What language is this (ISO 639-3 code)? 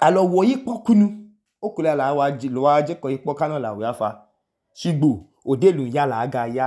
idu